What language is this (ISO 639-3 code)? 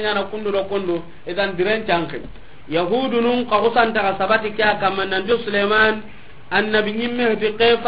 snk